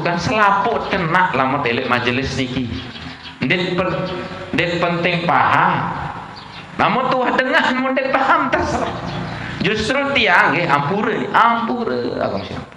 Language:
Sasak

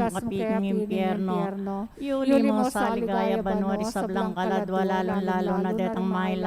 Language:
Pampanga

